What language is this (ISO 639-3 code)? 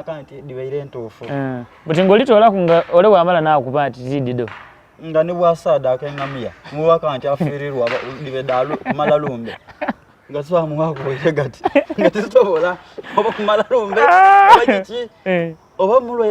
xog